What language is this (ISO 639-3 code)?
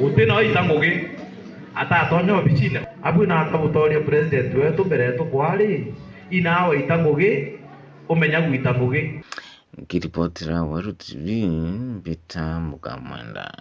mer